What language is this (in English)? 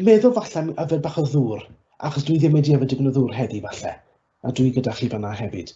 Welsh